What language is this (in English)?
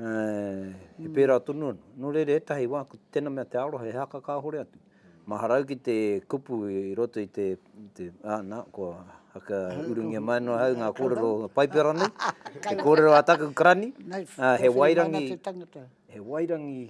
Māori